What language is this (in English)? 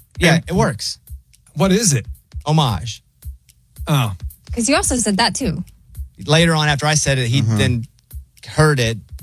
English